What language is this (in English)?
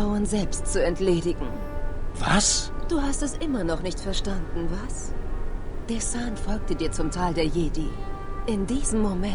Bavarian